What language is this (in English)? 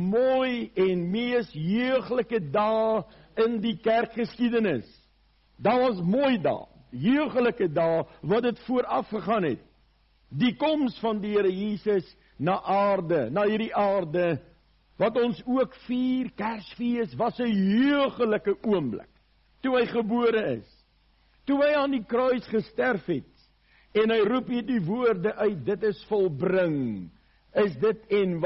Afrikaans